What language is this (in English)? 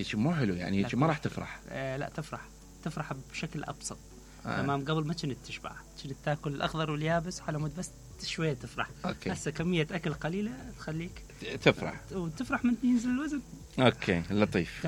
Mesopotamian Arabic